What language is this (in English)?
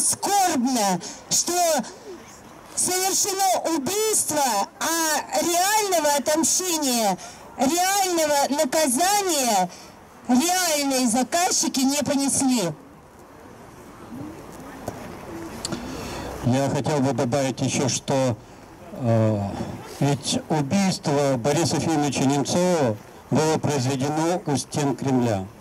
Russian